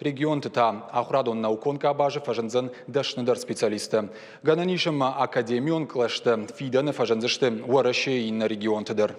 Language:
Ossetic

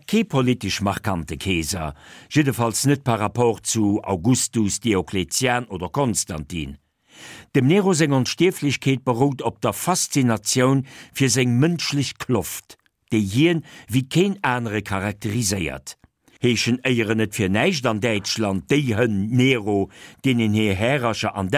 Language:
Luxembourgish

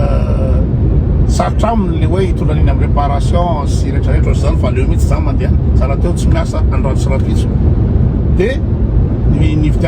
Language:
Malagasy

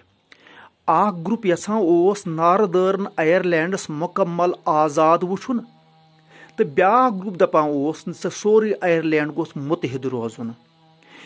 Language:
Kashmiri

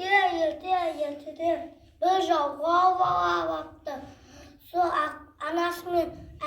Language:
Kazakh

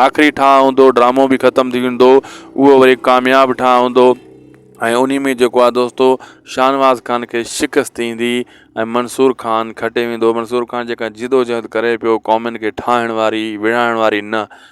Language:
Sindhi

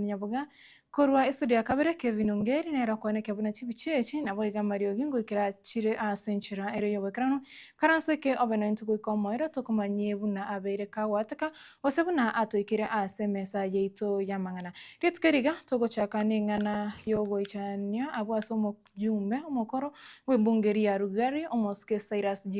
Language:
Gusii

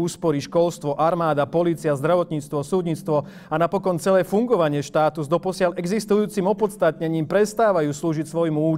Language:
Slovak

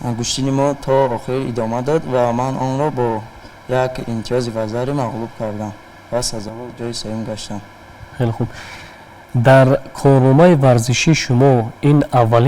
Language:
Tajik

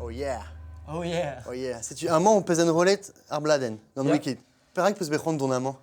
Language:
Breton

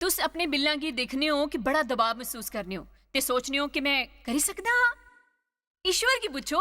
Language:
Dogri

